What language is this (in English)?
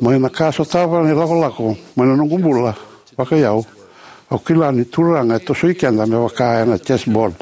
Fijian